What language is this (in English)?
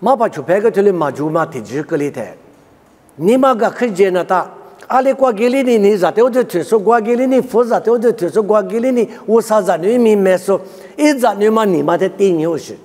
Lisu